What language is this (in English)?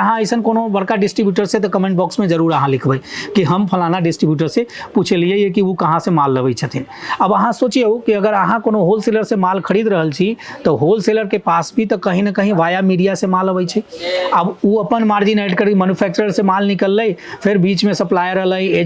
Maithili